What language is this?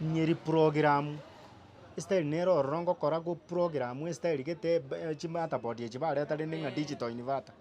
Gusii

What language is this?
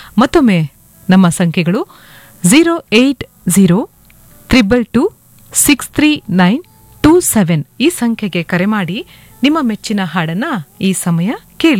Kannada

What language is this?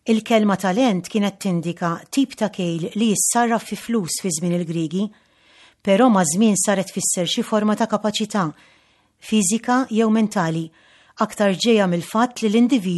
Maltese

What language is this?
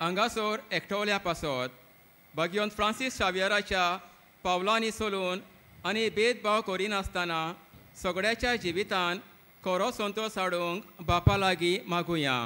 Konkani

